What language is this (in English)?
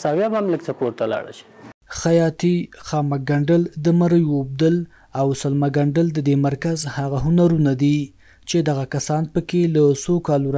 Pashto